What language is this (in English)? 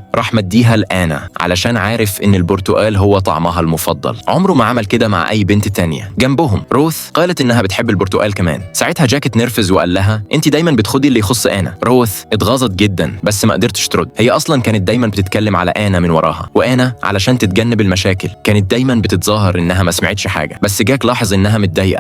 Egyptian Arabic